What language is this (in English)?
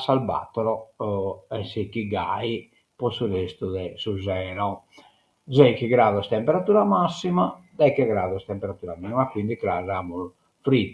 Sardinian